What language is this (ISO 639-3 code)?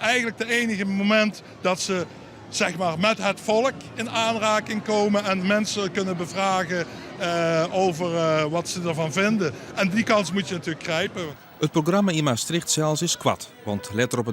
fry